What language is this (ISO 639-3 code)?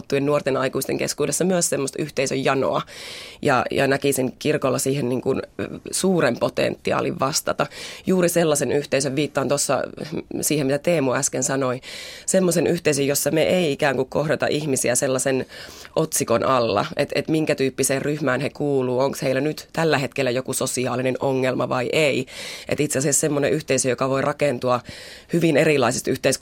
fin